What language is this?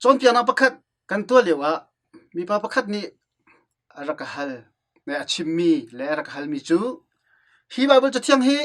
Hakha Chin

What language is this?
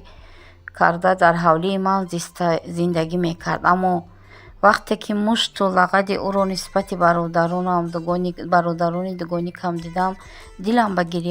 Tajik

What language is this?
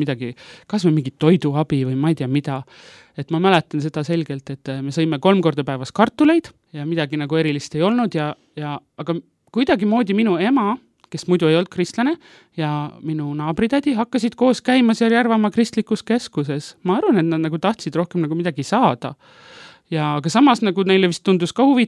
Estonian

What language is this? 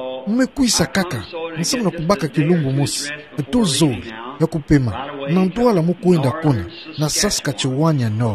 Kituba (Democratic Republic of Congo)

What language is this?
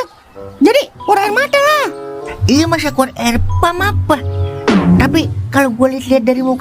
Betawi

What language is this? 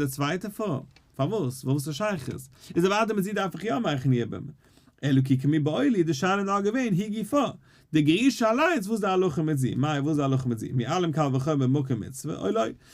Yiddish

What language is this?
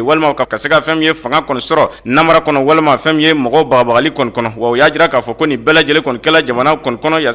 Bambara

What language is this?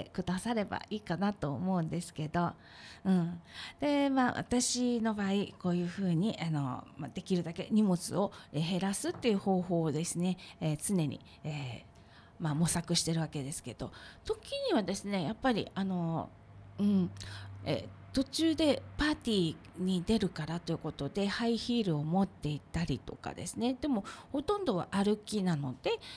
Japanese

